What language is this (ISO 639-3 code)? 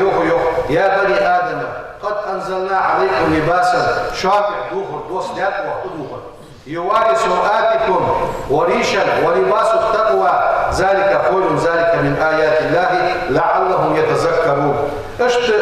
inh